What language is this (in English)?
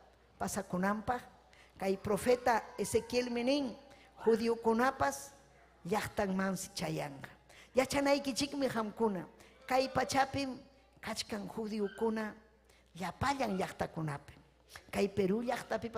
Ayacucho Quechua